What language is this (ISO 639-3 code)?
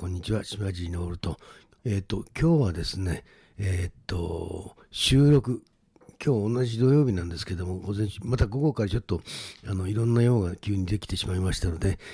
jpn